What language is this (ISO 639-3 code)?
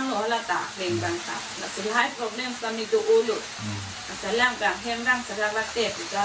mjw